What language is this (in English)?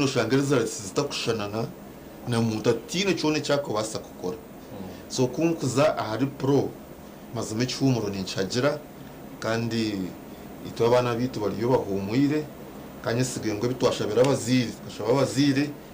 Nyankole